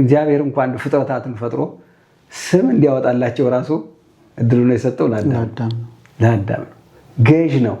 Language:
Amharic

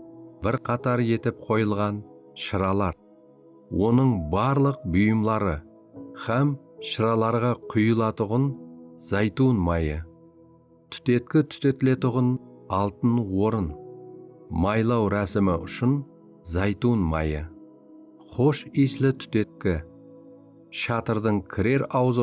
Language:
Kara-Kalpak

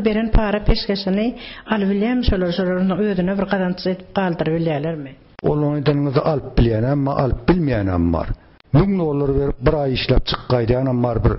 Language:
Turkmen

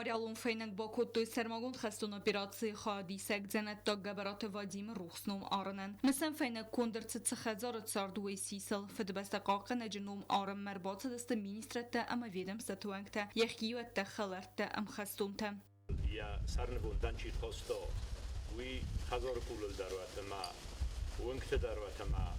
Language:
Ossetic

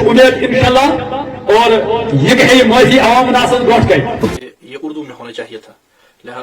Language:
Kashmiri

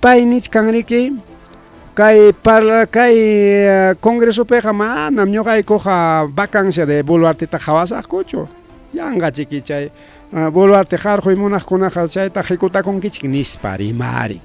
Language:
Ayacucho Quechua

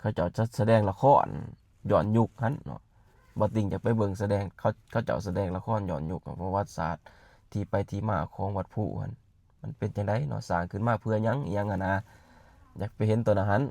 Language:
Lao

